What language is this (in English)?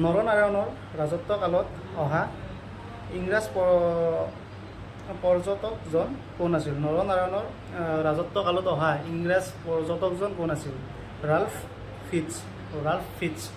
Assamese